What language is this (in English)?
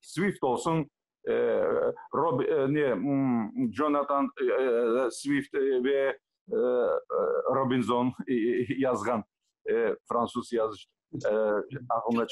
Crimean Tatar